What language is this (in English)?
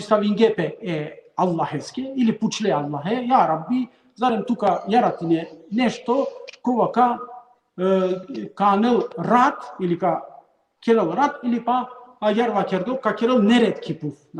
Balkan Romani